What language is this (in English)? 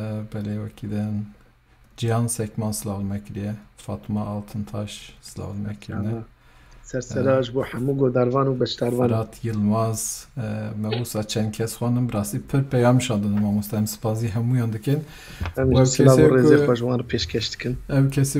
Kurdish